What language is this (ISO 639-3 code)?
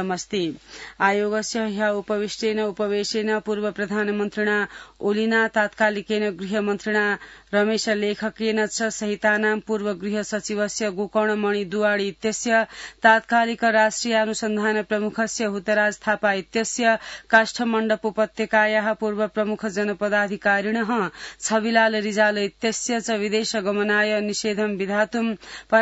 san